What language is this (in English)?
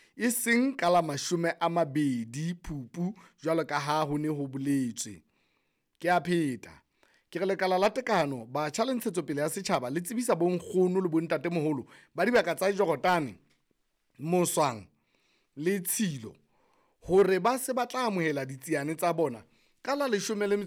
Southern Sotho